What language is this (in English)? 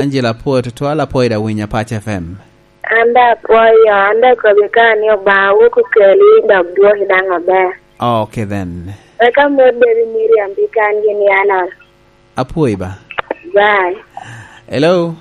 Lango (Uganda)